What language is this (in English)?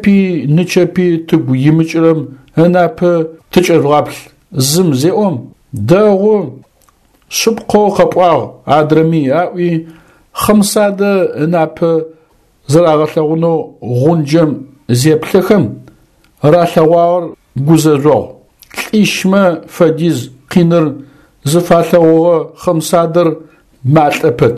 Adyghe